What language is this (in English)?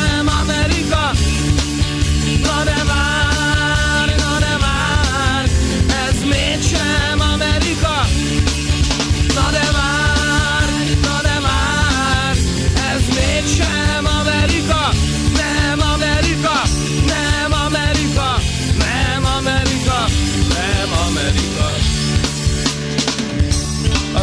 Hungarian